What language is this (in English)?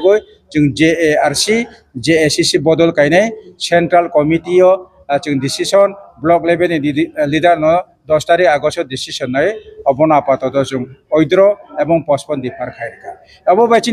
Riang (India)